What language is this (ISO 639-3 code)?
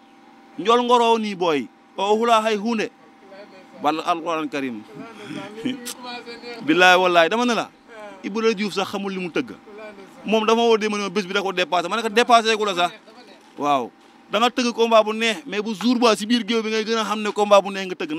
wol